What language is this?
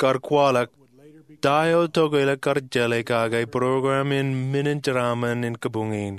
Marshallese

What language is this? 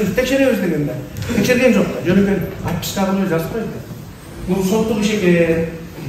Kyrgyz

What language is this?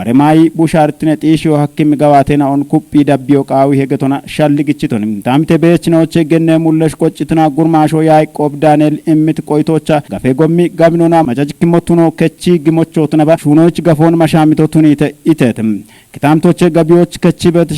Kafa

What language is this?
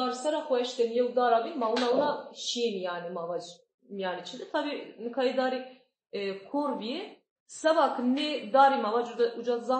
Zaza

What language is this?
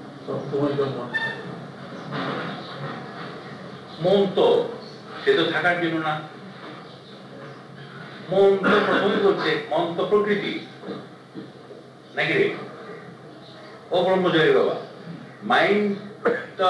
Bangla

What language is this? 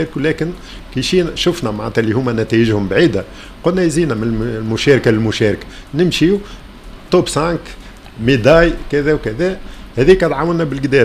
Tunisian Arabic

